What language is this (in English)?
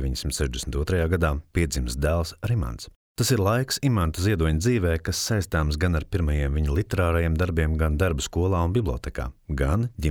Latvian